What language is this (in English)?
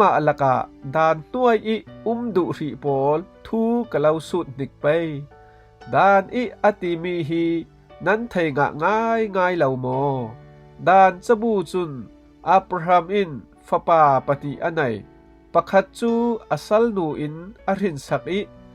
Falam Chin